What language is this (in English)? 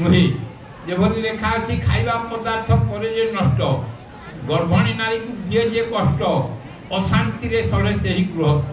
Odia